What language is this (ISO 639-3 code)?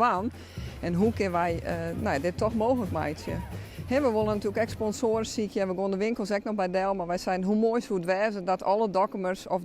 fry